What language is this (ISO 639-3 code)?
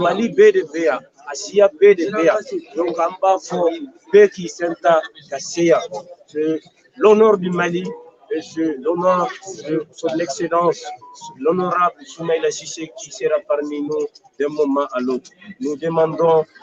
bam